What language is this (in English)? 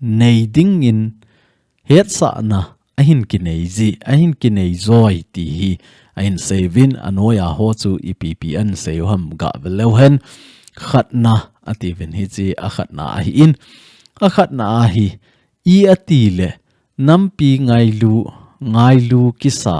Thado Chin